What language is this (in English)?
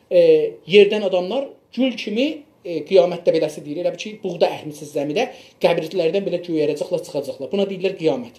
South Azerbaijani